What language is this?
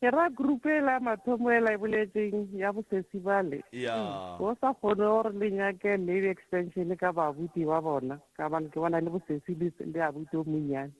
Northern Sotho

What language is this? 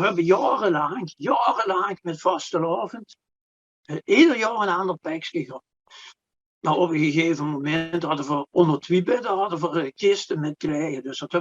Limburgish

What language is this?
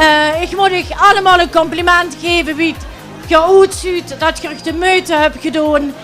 Limburgish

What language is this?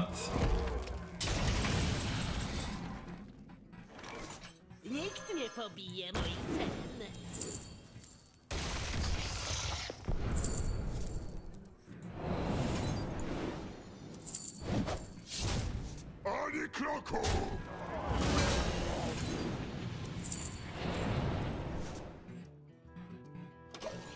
Polish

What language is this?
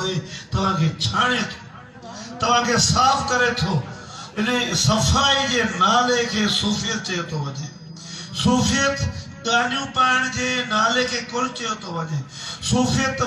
Sindhi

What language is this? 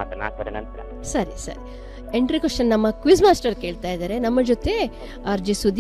Kannada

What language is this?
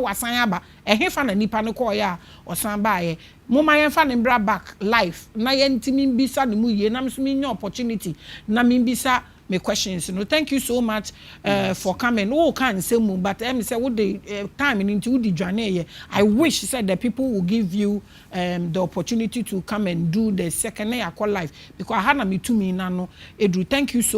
Akan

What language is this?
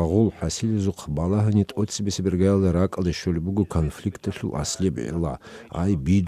Avaric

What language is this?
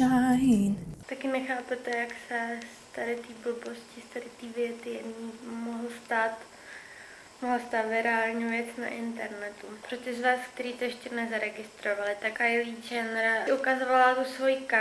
Czech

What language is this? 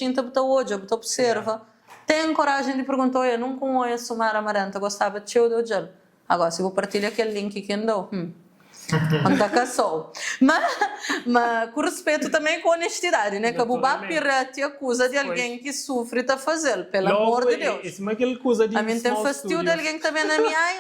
Kabuverdianu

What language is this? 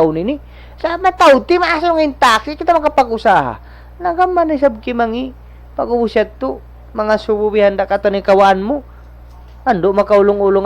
Tausug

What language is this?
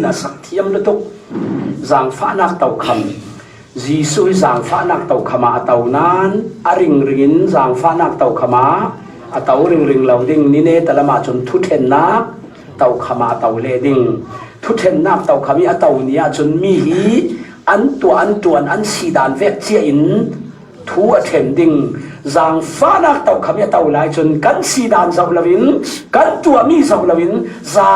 Falam Chin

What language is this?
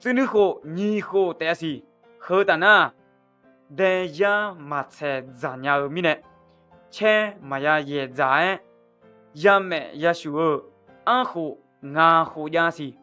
Akha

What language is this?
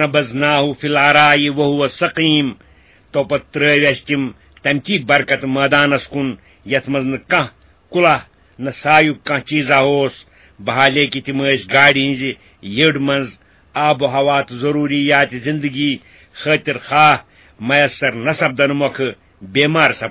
Kashmiri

